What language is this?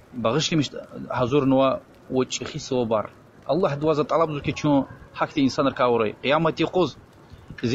Lezghian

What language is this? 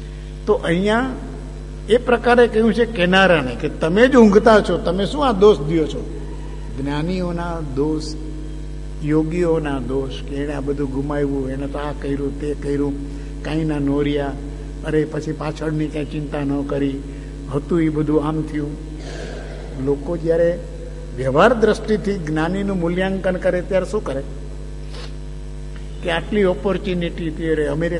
Gujarati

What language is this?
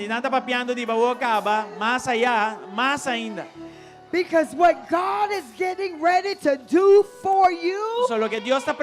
Papiamento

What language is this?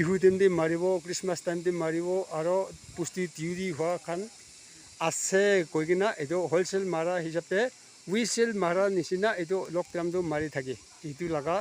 Naga Pidgin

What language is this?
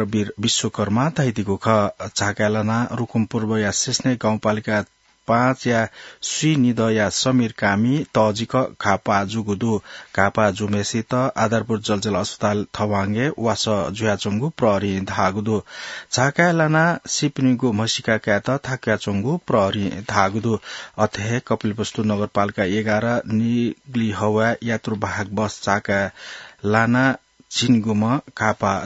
Newari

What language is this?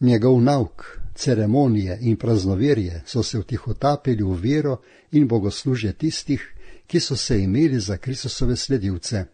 Slovenian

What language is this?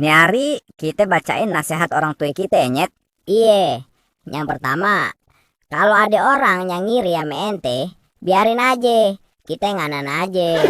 Betawi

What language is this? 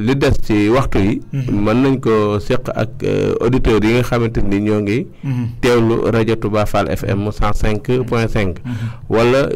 Wolof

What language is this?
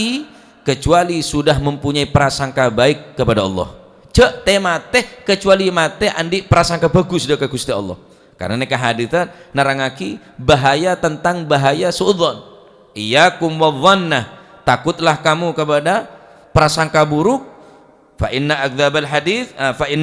Madurese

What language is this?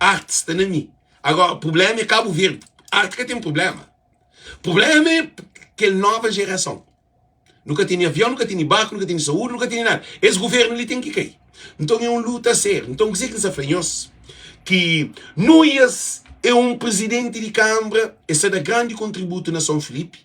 Kabuverdianu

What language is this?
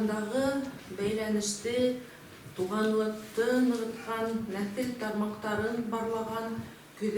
Bashkir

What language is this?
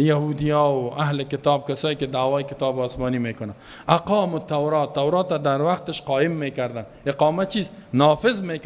Persian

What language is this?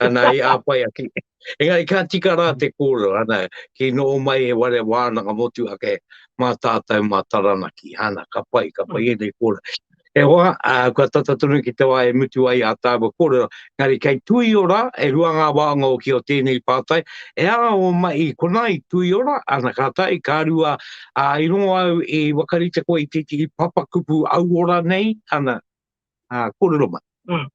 Māori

